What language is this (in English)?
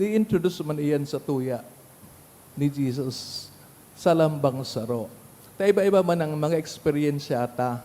Bikol